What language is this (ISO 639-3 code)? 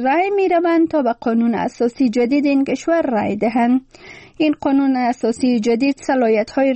fas